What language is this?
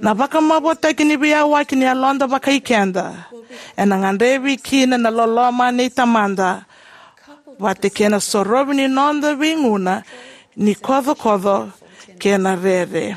Fijian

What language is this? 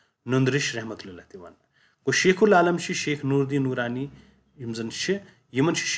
Kashmiri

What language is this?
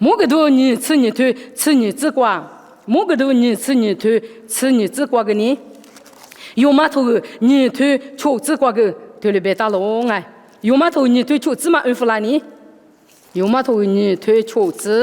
Lisu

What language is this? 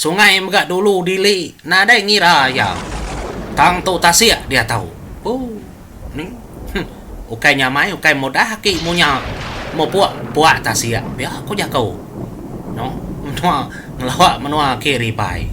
Iban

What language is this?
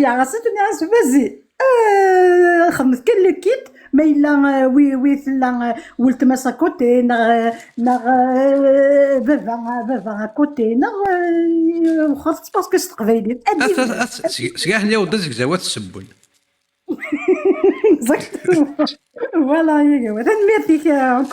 Kabyle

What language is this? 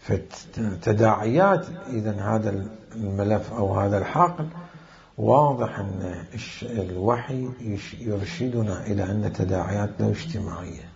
Mesopotamian Arabic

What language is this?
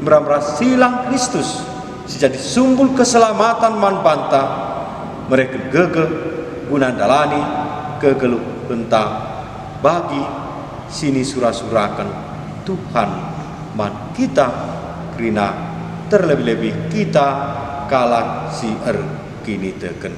Batak Karo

